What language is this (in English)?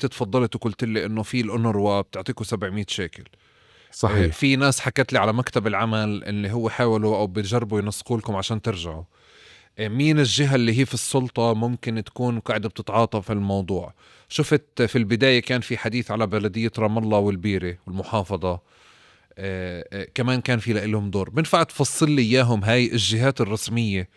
North Levantine Arabic